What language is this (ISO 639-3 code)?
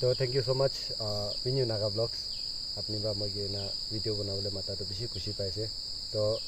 nag